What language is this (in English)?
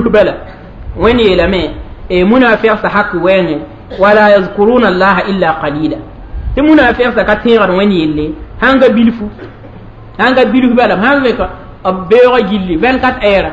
Mossi